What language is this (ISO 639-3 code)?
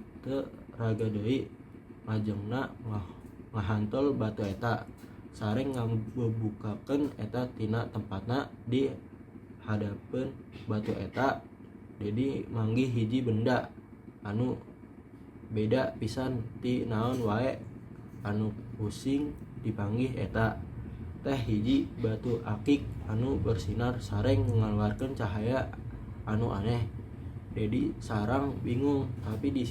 sun